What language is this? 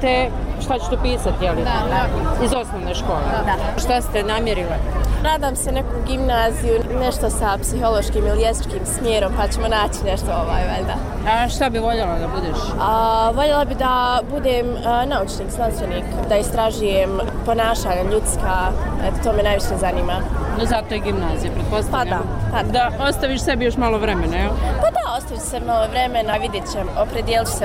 Bosnian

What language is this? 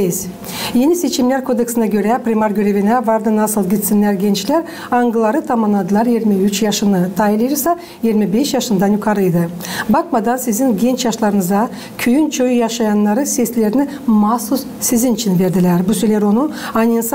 Gagauz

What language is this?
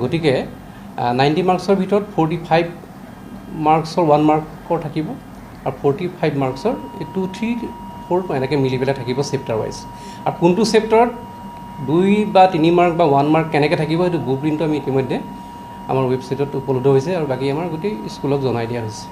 Assamese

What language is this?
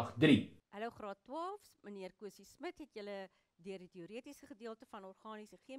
Afrikaans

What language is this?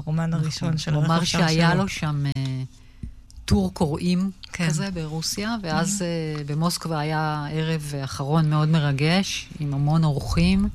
Hebrew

